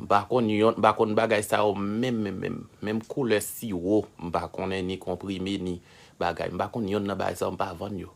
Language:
Haitian Creole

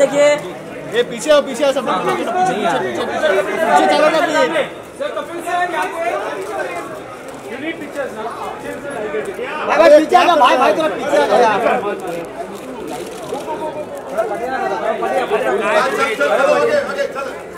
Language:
Hindi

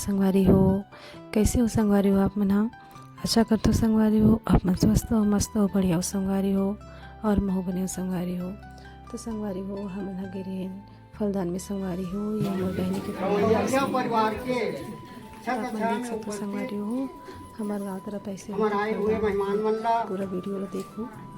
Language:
Chhattisgarhi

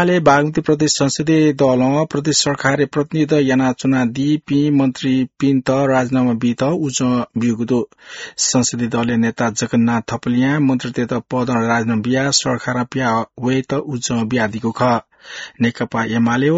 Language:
Newari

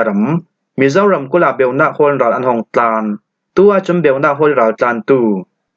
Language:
Falam Chin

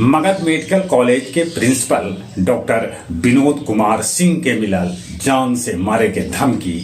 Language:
Magahi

